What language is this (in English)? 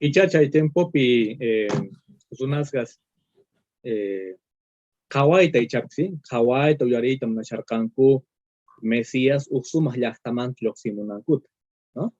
Quechua